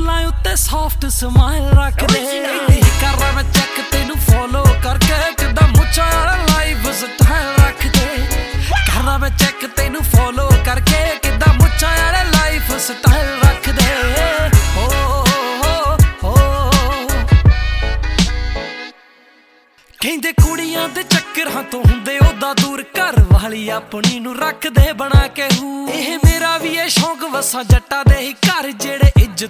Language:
Punjabi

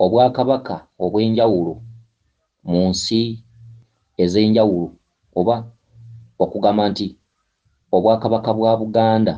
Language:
Ganda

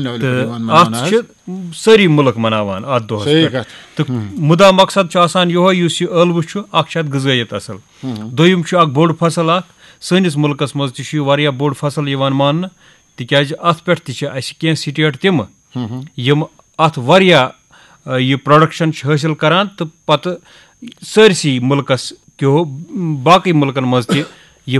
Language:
Kashmiri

